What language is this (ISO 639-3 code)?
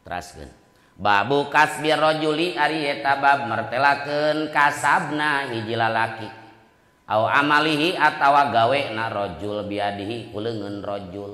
sun